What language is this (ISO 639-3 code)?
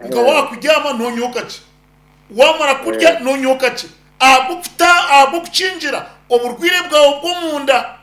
nyn